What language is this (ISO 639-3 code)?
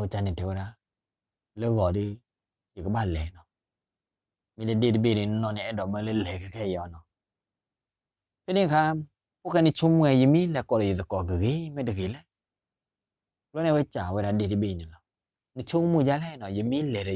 ksw